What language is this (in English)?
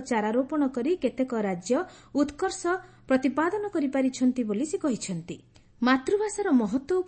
Odia